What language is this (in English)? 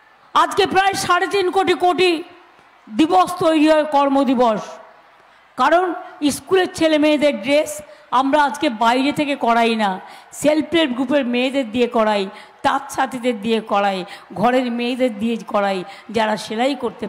Bangla